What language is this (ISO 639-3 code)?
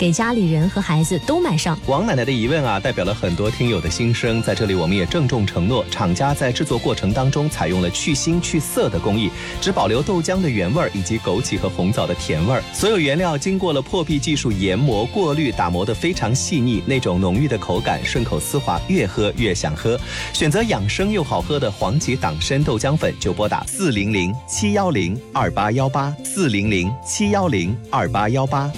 zho